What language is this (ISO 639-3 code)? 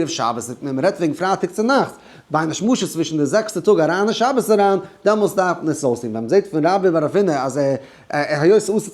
yid